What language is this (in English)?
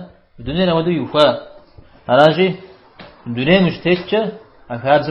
Kabardian